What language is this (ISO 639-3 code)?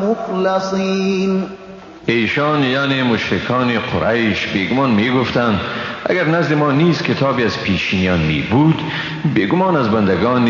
fas